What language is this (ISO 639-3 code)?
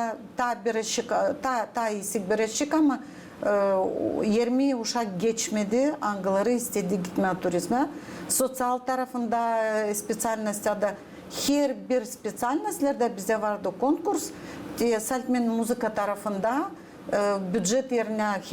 gag